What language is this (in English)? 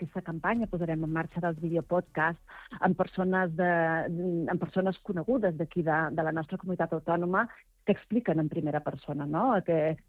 Catalan